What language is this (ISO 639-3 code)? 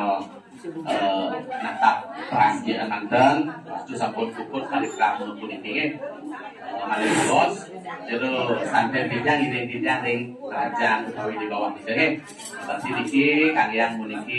ban